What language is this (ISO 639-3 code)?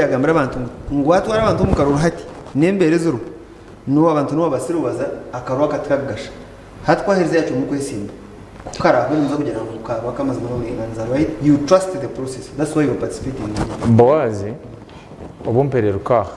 nyn